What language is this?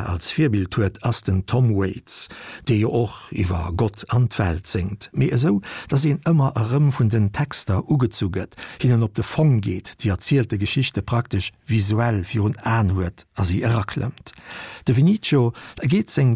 Luxembourgish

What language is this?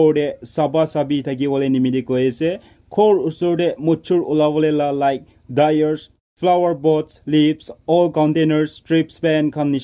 Naga Pidgin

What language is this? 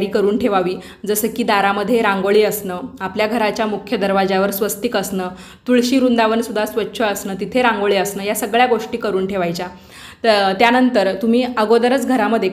Marathi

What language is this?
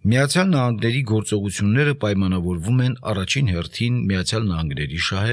Armenian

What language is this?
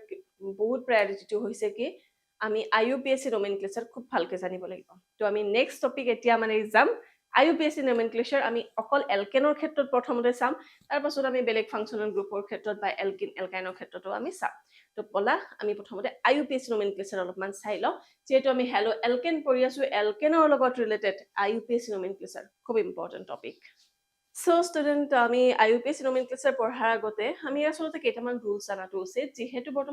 Assamese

